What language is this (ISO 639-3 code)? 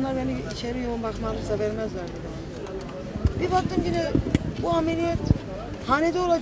tur